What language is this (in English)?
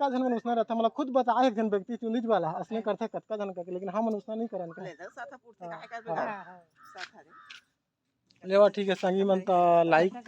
Chhattisgarhi